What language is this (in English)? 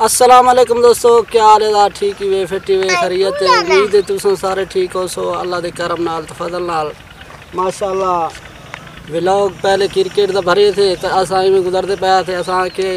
Saraiki